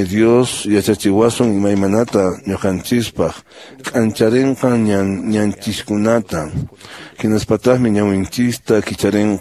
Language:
Quechua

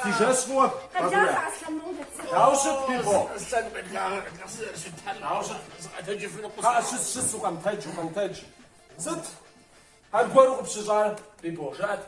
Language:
Kabardian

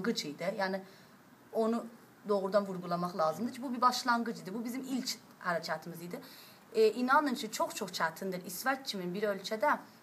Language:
South Azerbaijani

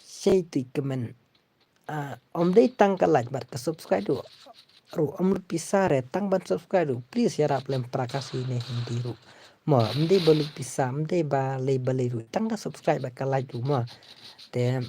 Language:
Khasi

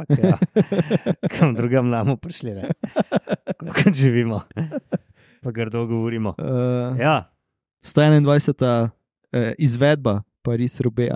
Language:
Slovenian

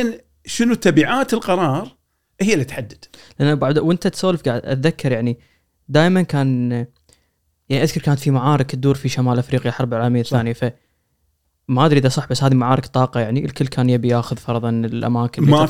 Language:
Gulf Arabic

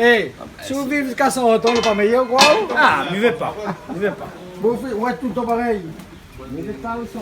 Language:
Réunion Creole French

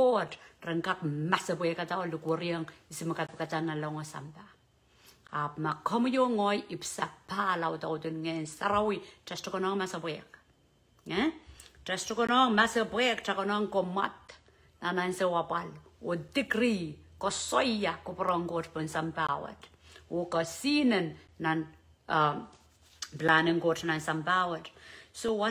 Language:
Pohnpeian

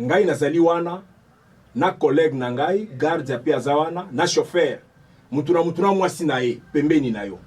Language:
Lingala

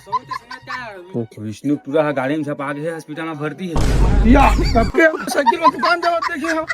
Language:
Chhattisgarhi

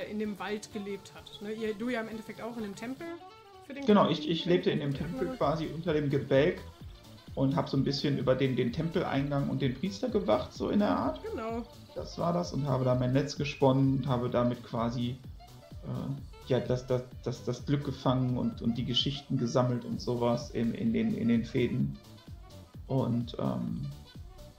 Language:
German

